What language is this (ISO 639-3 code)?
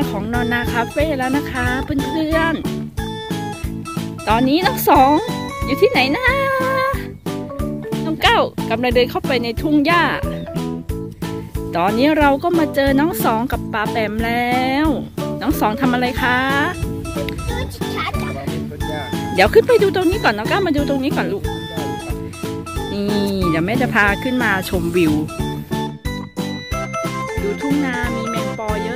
tha